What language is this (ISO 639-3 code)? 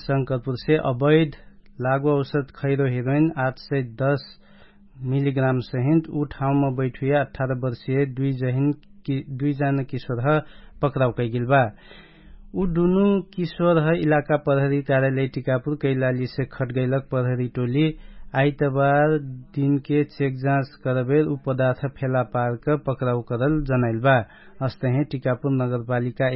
thl